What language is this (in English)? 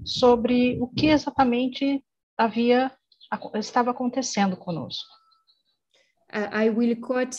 Portuguese